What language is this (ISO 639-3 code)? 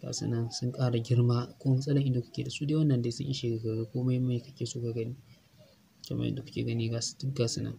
hau